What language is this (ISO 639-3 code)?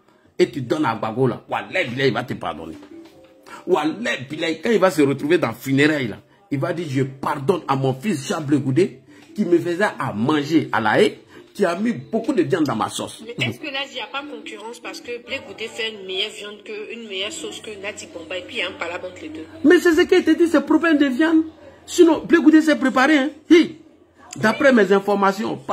fra